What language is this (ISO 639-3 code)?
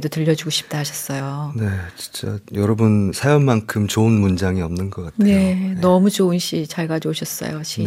kor